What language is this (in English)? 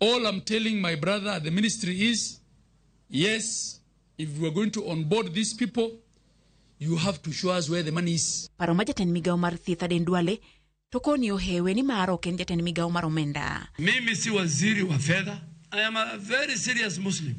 Luo (Kenya and Tanzania)